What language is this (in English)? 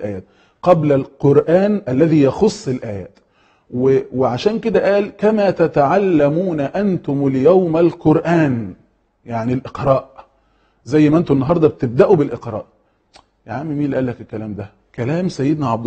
Egyptian Arabic